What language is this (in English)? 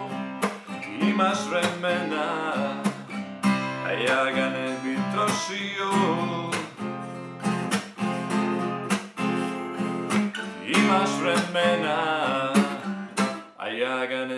Croatian